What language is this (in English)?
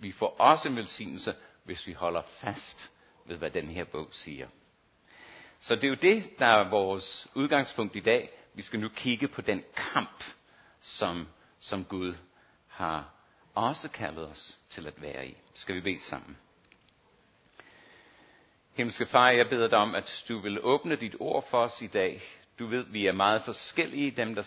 Danish